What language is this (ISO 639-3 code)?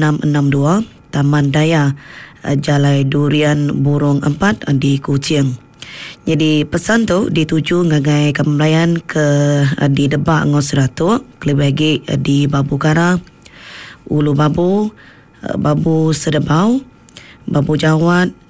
iba